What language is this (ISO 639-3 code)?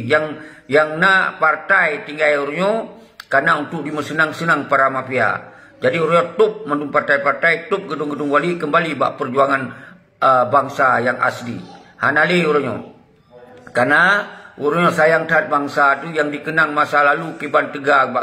ace